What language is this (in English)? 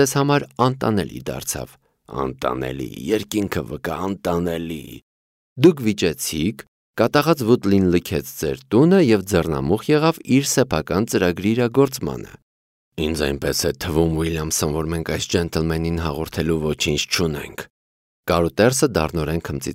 Armenian